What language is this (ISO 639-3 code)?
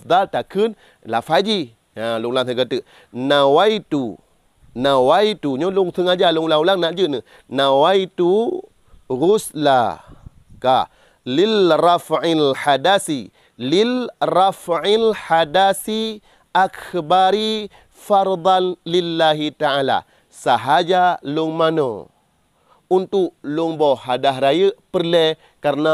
ace